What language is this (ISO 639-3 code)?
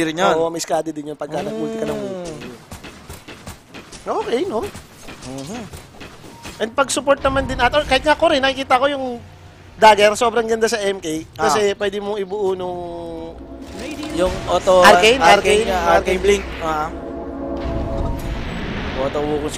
fil